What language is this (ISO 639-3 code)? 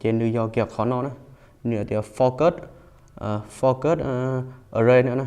hmn